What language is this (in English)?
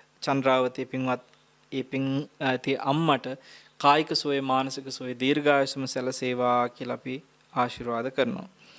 Sinhala